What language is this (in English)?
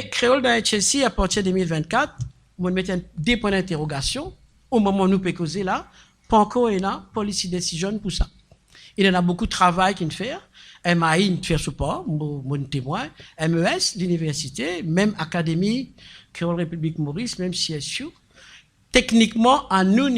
Morisyen